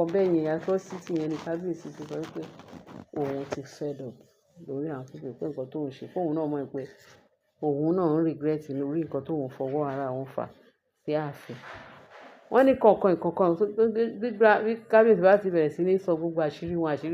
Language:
Yoruba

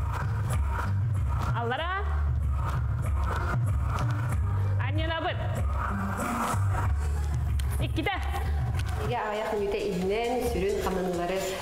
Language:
Yakut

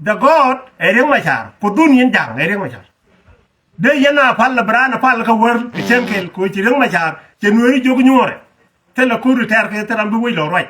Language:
Nuer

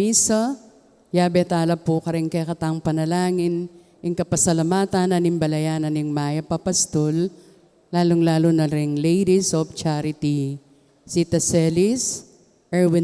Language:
Pampanga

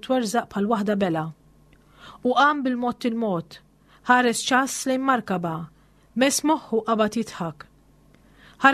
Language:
Maltese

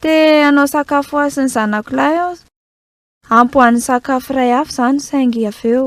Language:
Malagasy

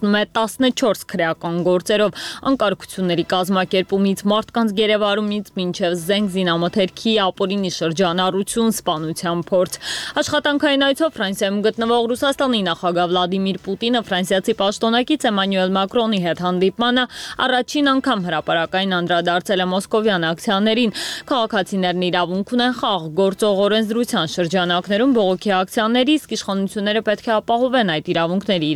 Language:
Armenian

